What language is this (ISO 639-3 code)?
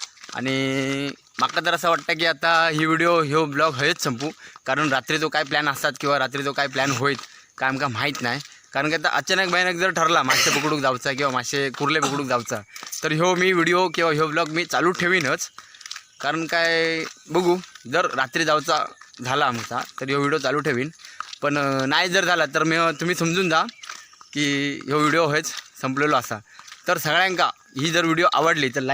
kok